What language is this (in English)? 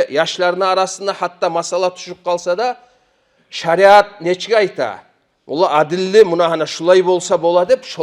Kumyk